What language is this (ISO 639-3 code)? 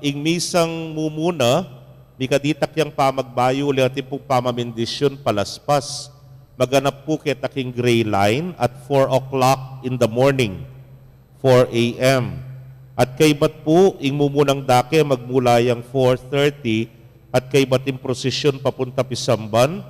pam